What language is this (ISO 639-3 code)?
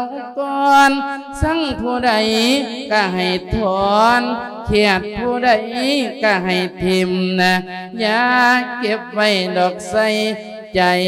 lao